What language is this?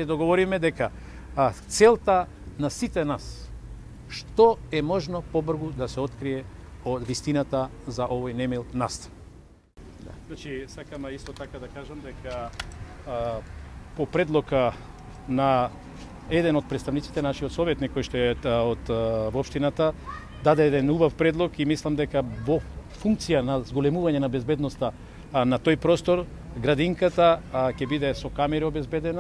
Macedonian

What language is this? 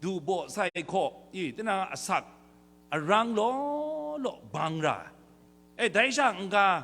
Kachin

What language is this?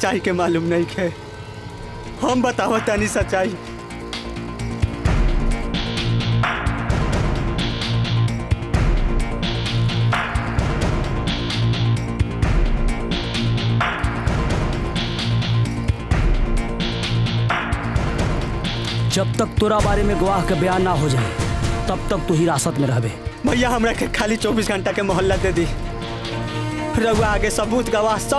Bhojpuri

